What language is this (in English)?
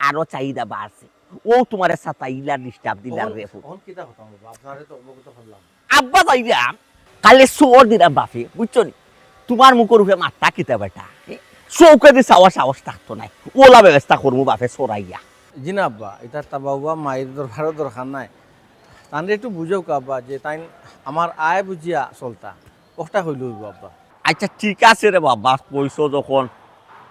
Sylheti